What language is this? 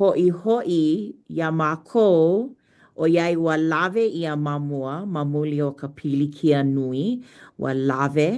Hawaiian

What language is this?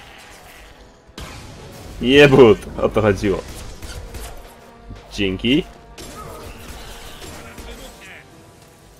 Polish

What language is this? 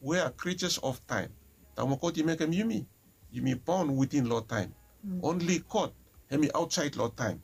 Bislama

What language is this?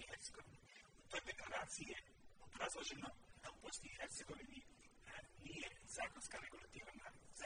Bosnian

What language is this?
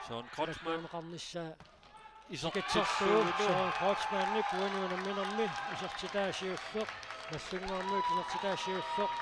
Kalaallisut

